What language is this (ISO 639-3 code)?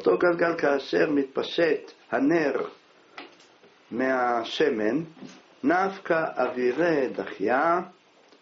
heb